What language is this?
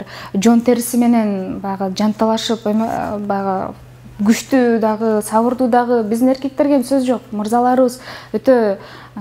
Kyrgyz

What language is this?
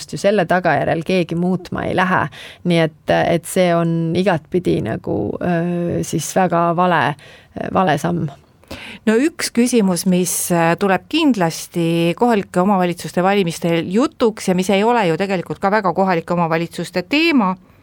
Estonian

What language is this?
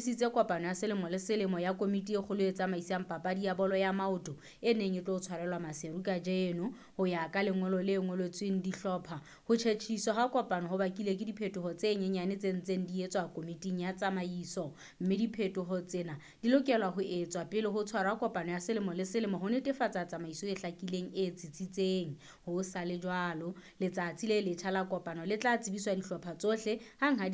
Southern Sotho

